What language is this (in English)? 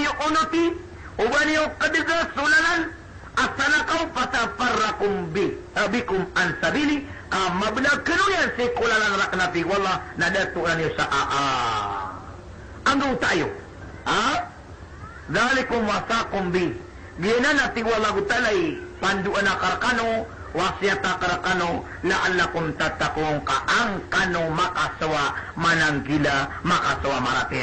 Maranao